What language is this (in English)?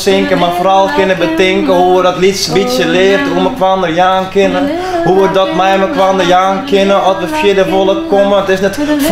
Western Frisian